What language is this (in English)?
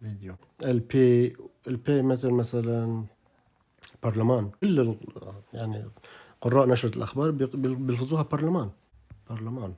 North Levantine Arabic